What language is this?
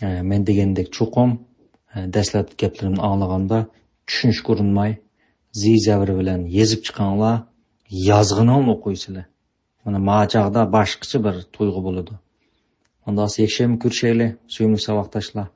Uyghur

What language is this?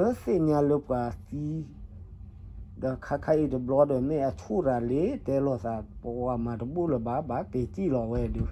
S'gaw Karen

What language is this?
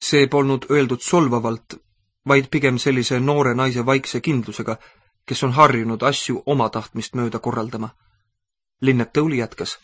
Estonian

